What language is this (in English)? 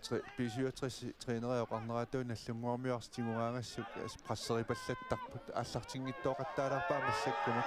Kalaallisut